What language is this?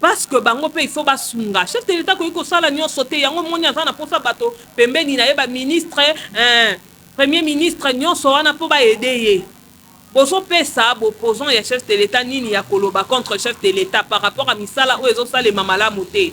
Lingala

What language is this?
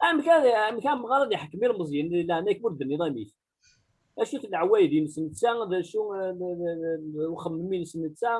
Kabyle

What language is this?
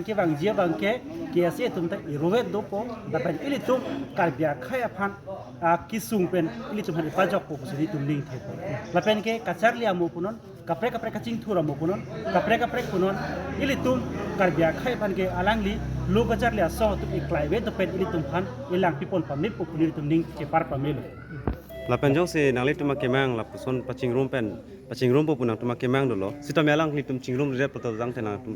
Karbi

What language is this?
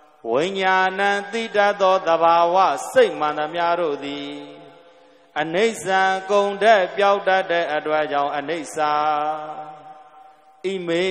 Burmese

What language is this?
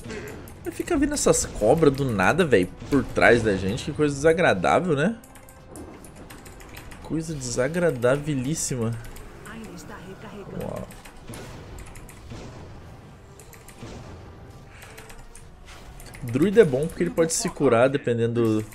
Portuguese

